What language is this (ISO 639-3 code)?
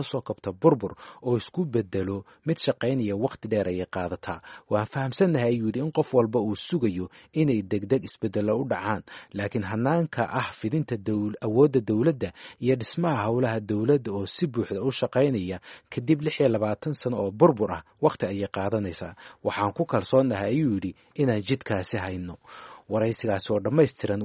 som